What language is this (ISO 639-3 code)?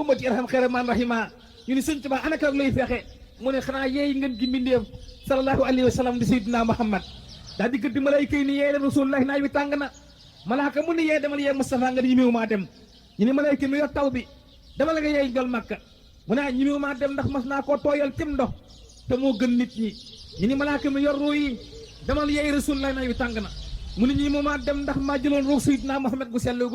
wol